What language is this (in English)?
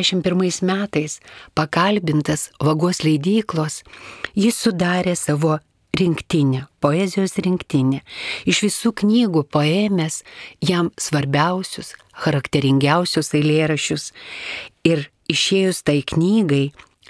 Lithuanian